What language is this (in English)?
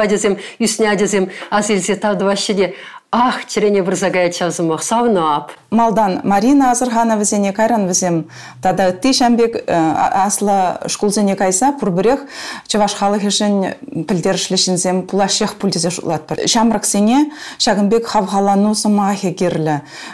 Chuvash